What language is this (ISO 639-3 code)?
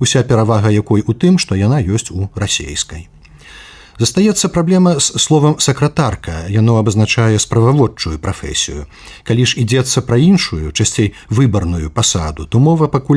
bel